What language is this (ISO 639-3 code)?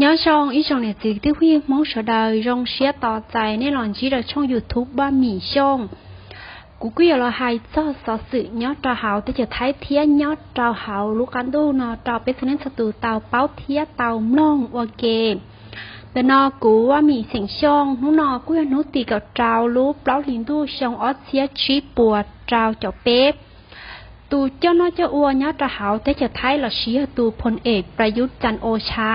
hmn